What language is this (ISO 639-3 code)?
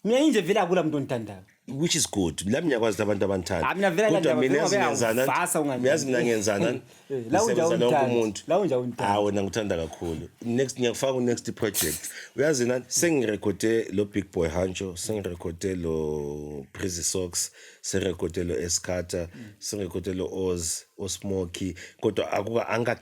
zul